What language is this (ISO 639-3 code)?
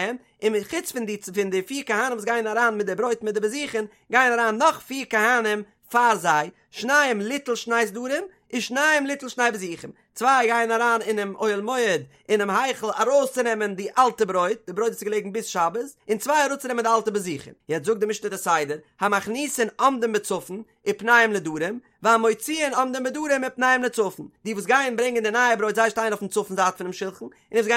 yid